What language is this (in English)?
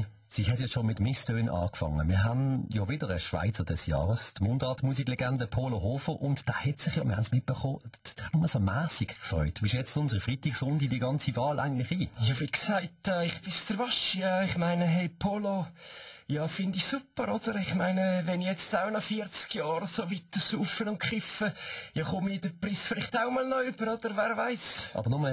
Swiss German